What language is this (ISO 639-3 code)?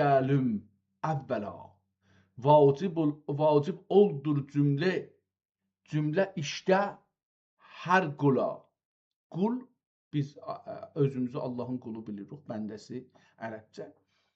azb